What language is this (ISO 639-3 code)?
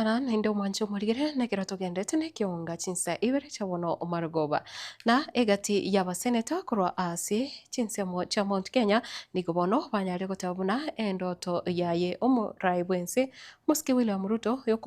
guz